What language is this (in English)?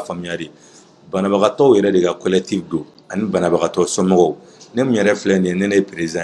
Bambara